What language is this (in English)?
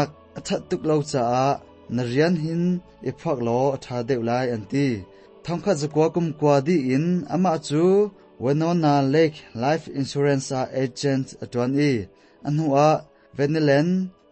Hakha Chin